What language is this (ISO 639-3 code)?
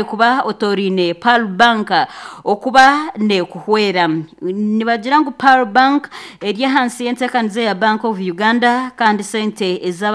nyn